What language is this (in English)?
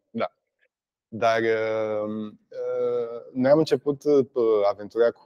Romanian